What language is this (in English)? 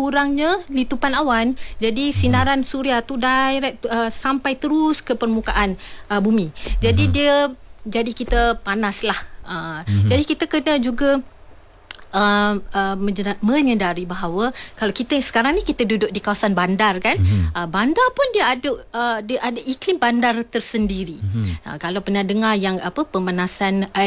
Malay